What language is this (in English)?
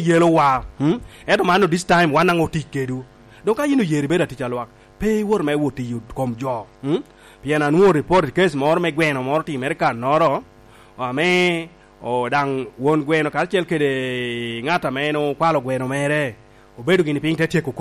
Lango (Uganda)